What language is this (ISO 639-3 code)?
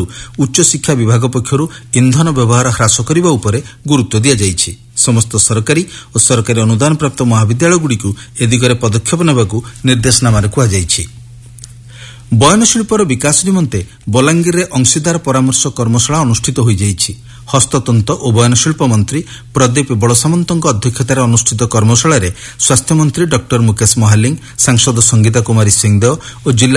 ori